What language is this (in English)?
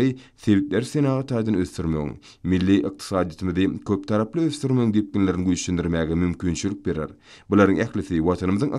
Turkmen